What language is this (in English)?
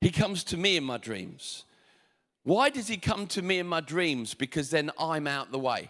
English